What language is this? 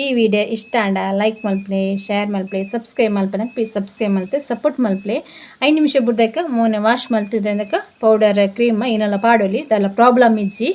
Tulu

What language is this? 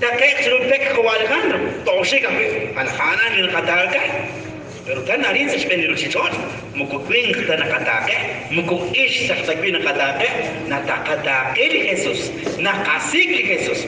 Kekchí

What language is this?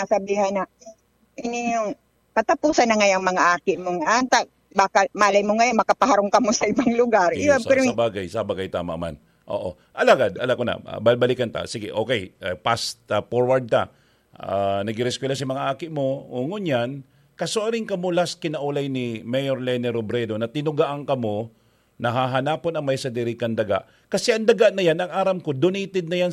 Bikol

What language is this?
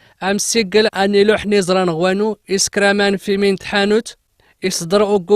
Kabyle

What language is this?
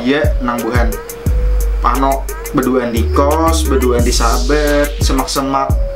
Banjar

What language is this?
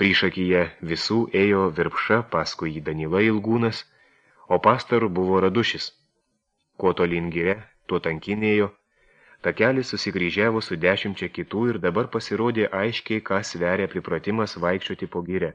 Lithuanian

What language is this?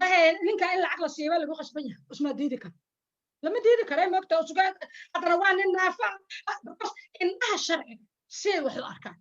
Somali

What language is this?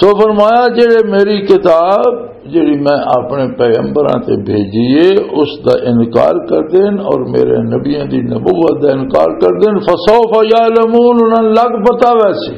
Western Panjabi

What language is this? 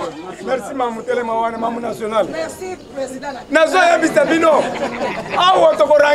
Lingala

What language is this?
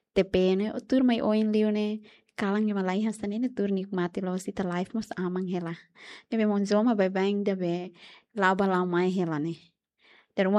Tetum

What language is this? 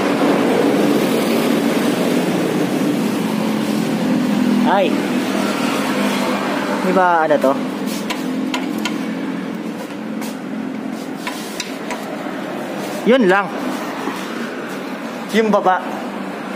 Filipino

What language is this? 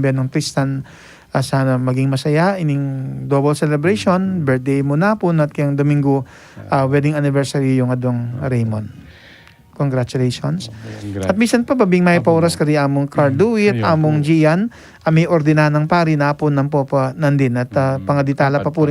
Pampanga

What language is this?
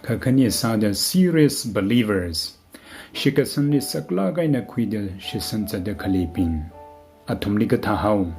Tangkhul Naga (India)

